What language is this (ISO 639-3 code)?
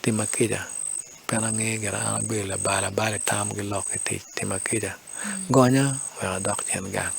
ach